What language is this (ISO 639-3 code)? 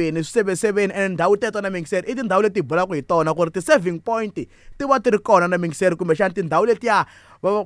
tso